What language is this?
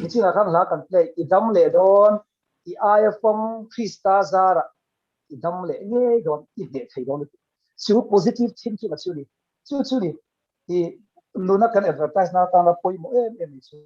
Mizo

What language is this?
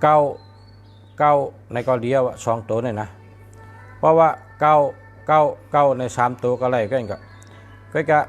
Shan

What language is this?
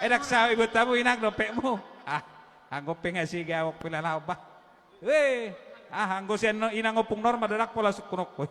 Batak Toba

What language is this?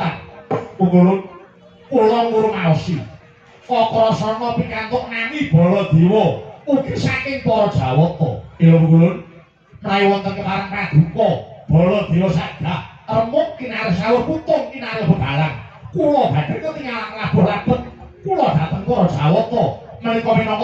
Javanese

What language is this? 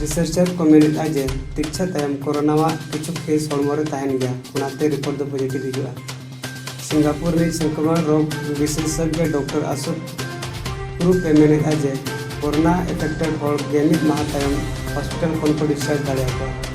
Santali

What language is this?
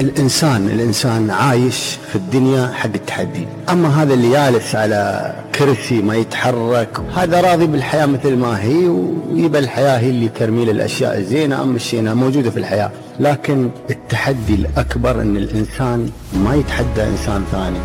Gulf Arabic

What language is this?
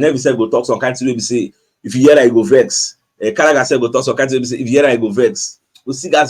Nigerian Pidgin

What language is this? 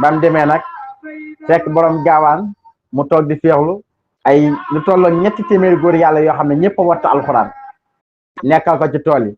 Wolof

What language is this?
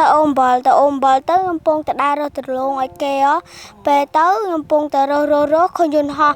Khmer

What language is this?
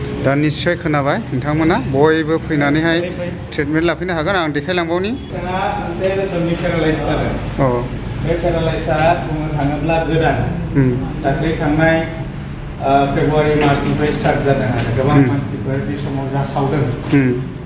Bodo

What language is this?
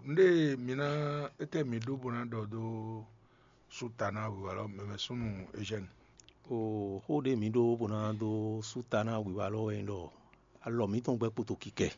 Fon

